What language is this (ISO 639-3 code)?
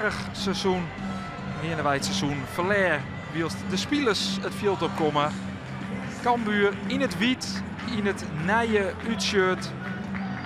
fry